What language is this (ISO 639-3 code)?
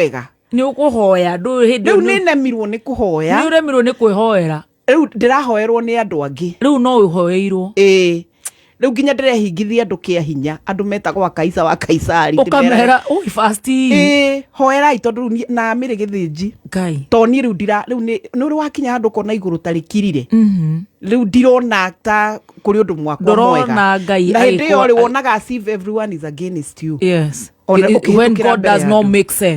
kik